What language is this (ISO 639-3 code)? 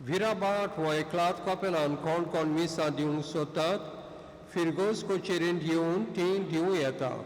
kok